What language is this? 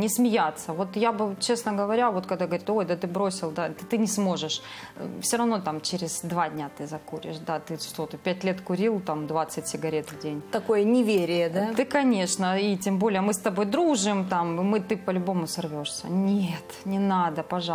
Russian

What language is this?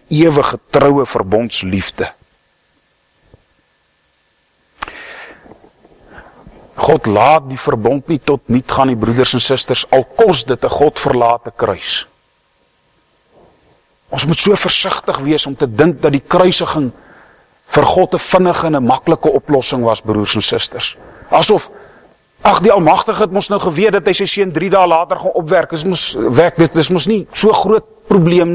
Afrikaans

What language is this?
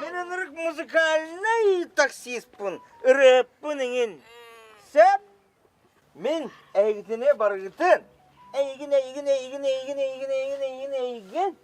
Yakut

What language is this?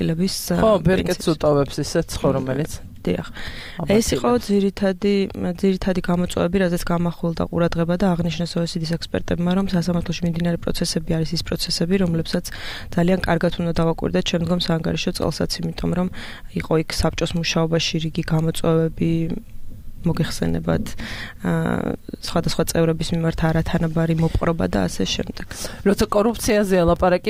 Georgian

